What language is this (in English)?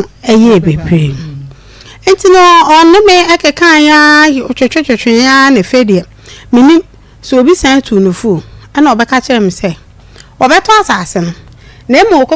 Akan